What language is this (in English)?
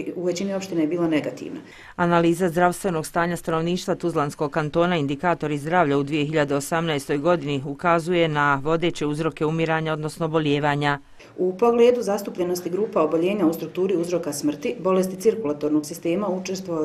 Bosnian